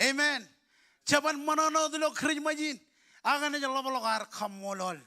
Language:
Marshallese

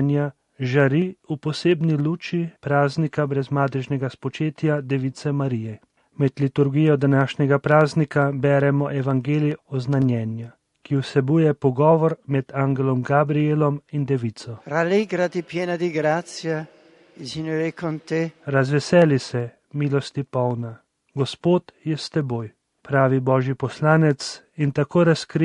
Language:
Slovenian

